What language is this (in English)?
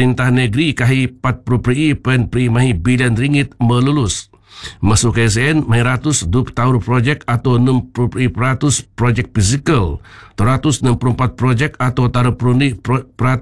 Malay